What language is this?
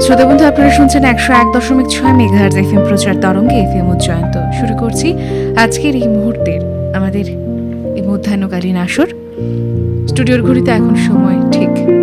Bangla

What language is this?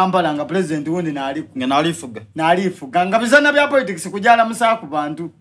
Soga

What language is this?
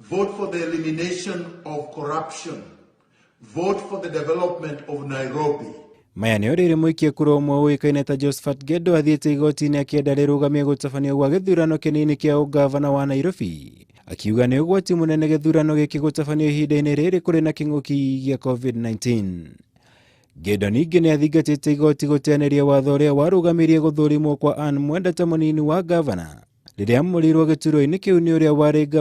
Kikuyu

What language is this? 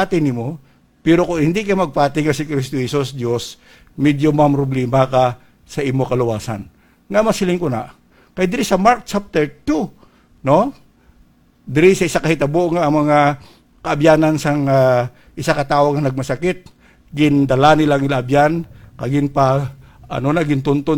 Hiligaynon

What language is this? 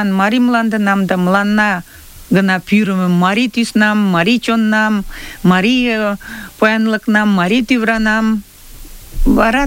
Mari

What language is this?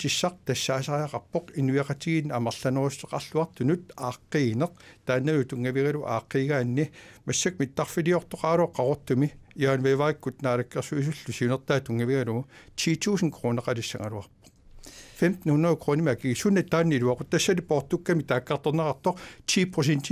Kalaallisut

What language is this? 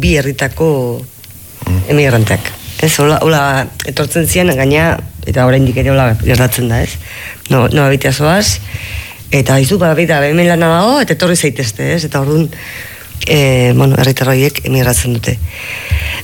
Basque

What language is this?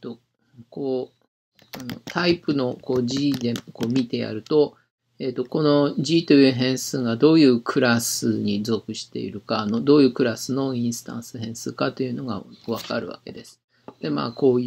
Japanese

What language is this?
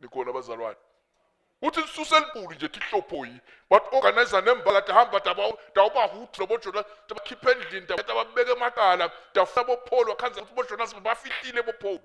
Swati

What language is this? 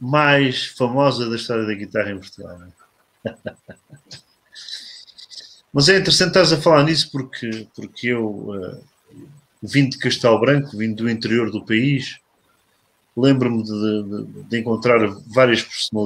Portuguese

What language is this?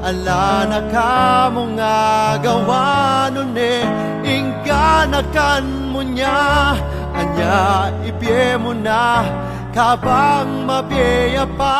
Pampanga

